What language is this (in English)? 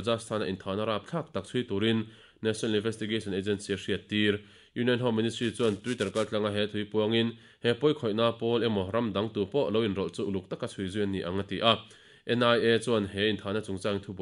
Mizo